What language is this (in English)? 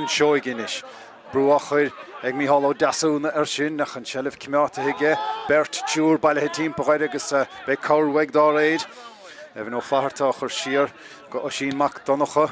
Irish